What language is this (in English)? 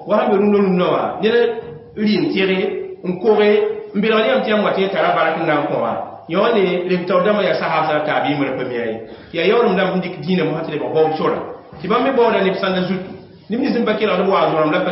Mossi